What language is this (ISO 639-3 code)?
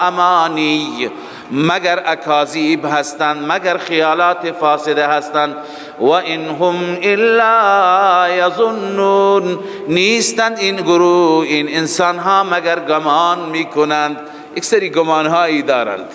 fas